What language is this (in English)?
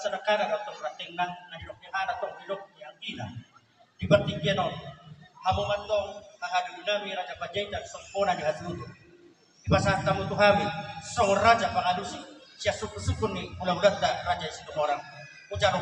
Batak Toba